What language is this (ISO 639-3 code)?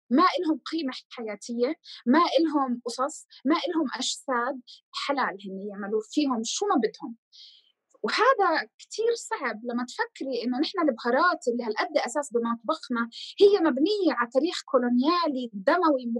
apc